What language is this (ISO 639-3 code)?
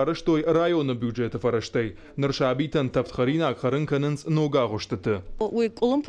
oss